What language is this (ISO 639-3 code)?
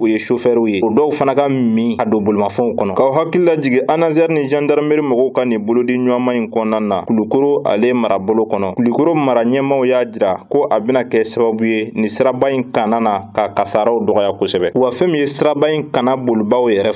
bam